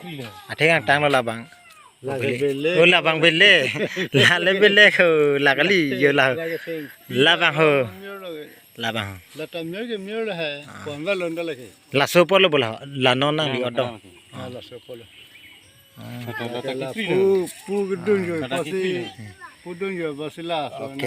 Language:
Karbi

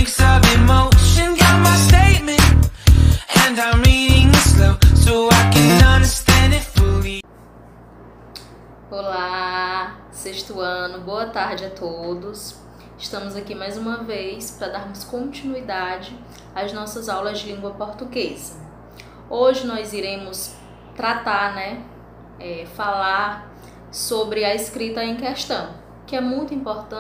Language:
Portuguese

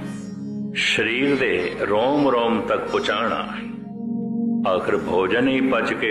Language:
Punjabi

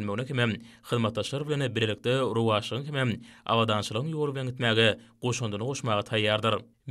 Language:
Turkmen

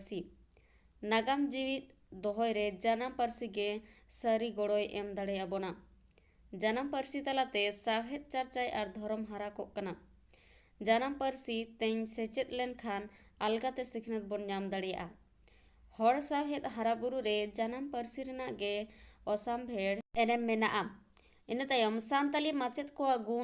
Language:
Santali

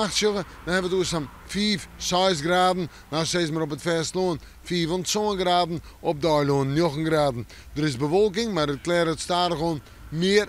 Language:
Western Frisian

